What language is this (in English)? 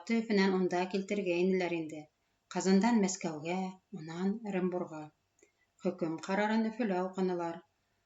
Bashkir